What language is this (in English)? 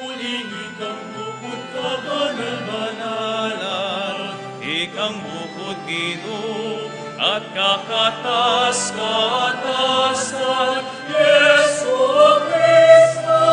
Pampanga